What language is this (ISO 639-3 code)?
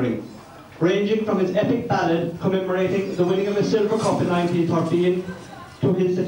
eng